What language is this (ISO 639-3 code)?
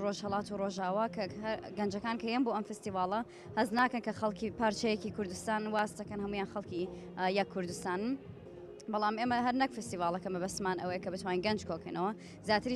ckb